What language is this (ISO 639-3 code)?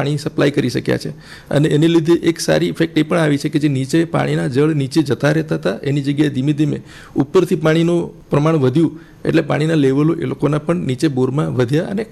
guj